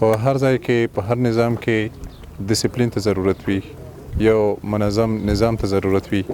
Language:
Pashto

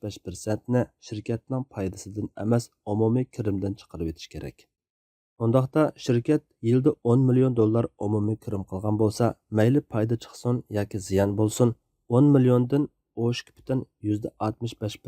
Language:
Uyghur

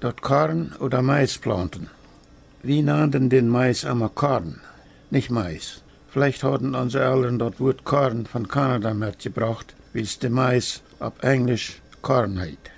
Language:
Plautdietsch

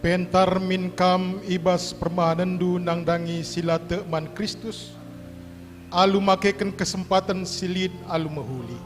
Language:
Batak Karo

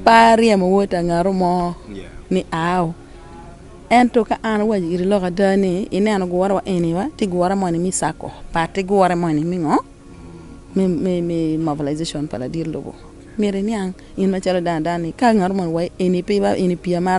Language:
Acoli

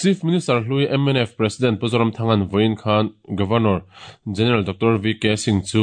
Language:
Mizo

